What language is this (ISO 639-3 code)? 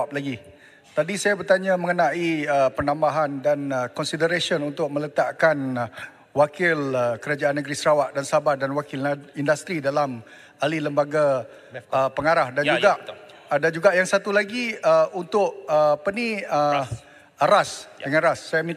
msa